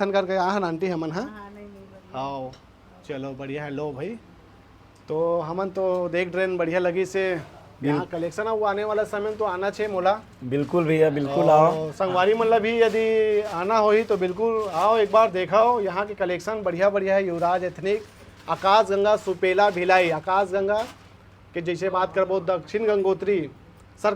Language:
Chhattisgarhi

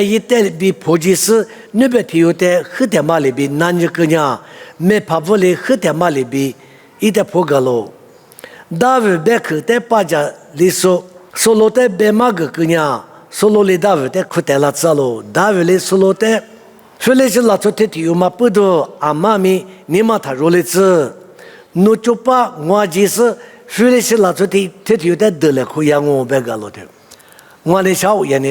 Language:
Lisu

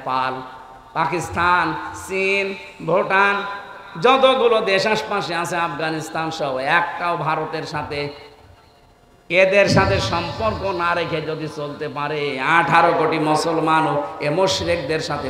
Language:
Bangla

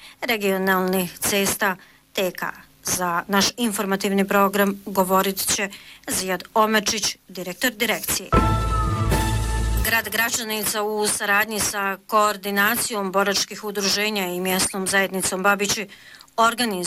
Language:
Bosnian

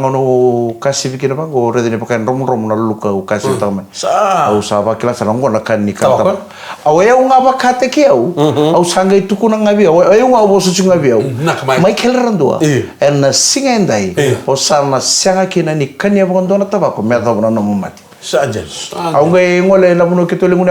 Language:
Fijian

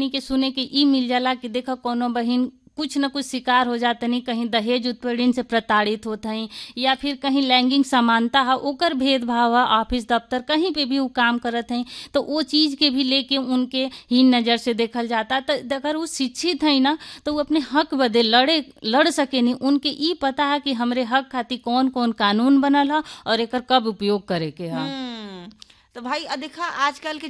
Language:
Bhojpuri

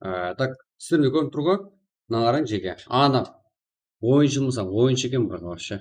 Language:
Kara-Kalpak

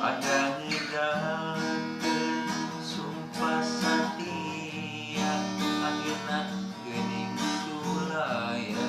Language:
Sundanese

